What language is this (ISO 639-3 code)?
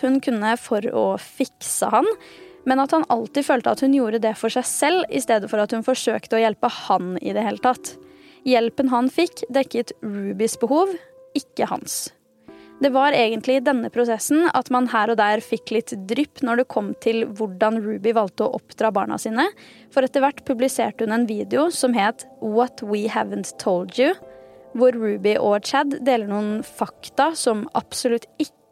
nor